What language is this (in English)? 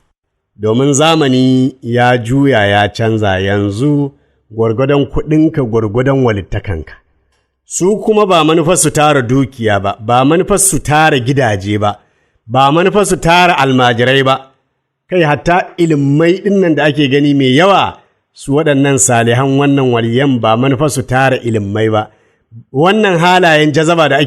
Hausa